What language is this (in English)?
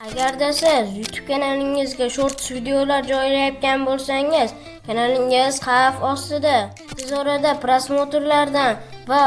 Uzbek